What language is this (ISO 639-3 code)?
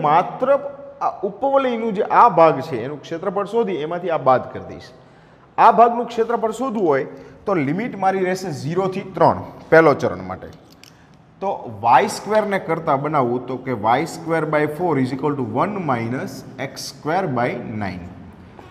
guj